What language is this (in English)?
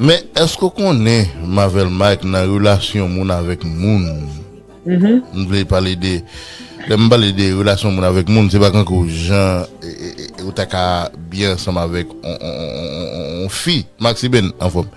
Haitian Creole